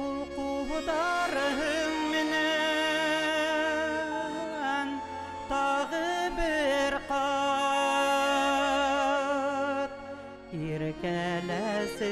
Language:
Bashkir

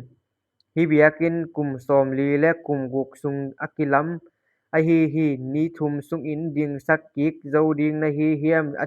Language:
Tedim Chin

